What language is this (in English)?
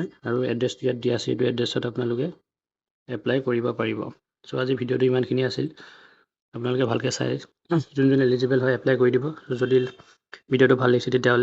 Assamese